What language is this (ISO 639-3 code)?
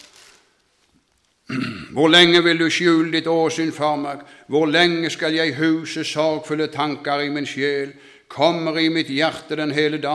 nor